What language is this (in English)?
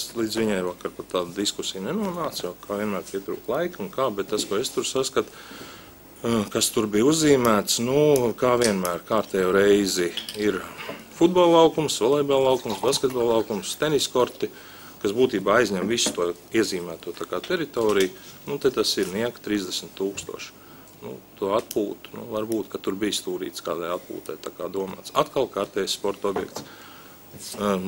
Latvian